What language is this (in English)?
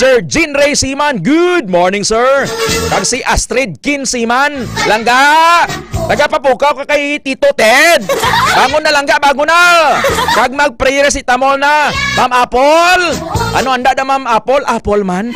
Hiligaynon